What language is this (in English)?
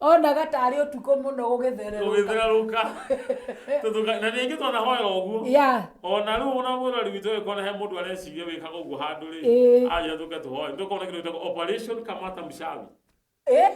Kikuyu